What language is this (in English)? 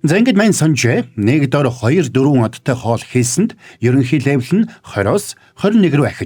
Mongolian